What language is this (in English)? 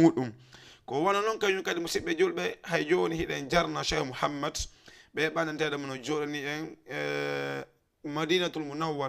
Fula